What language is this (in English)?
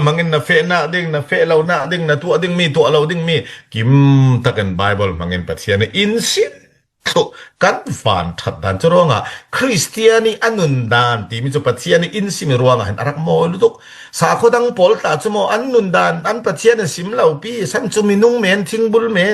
Falam Chin